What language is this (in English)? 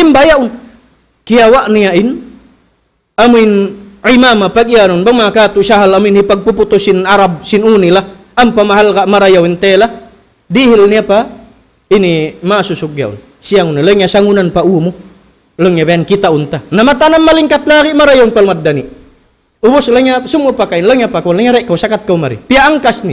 Tausug